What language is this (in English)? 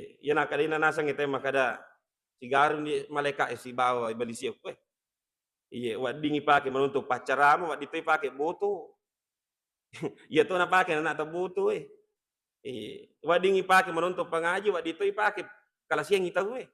Buginese